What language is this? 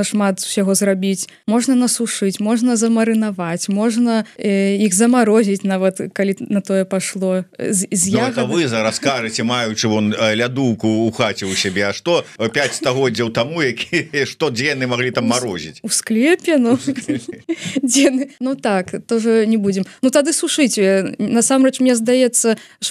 Belarusian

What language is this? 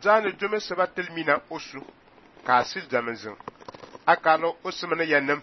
Fang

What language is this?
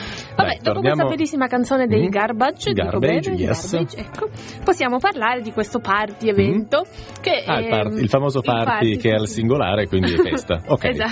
Italian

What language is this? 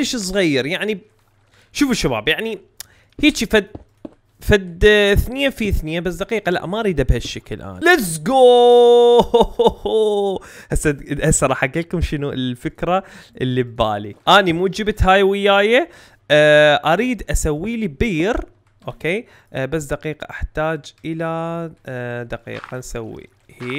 Mesopotamian Arabic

